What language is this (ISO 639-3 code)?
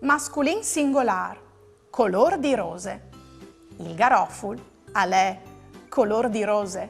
fur